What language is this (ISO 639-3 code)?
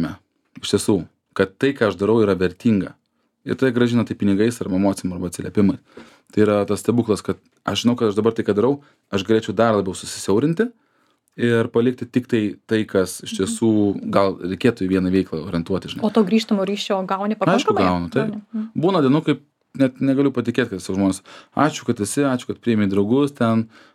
lit